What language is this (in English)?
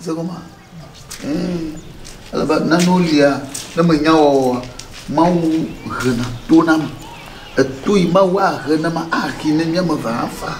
Ewe